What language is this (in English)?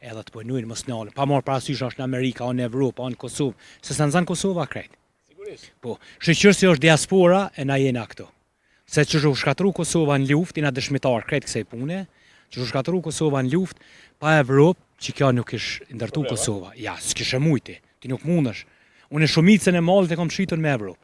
Albanian